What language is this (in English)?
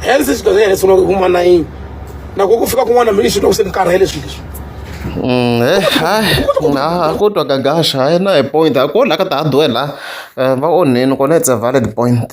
Tsonga